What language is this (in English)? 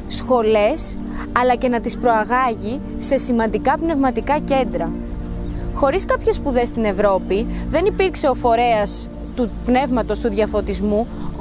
Greek